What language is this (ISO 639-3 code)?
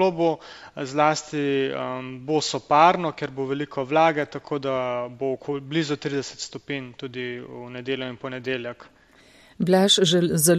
slv